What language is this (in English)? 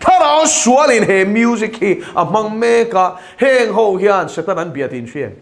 Mizo